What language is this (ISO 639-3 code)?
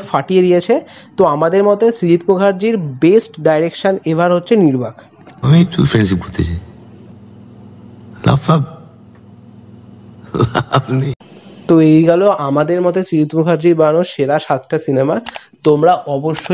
ben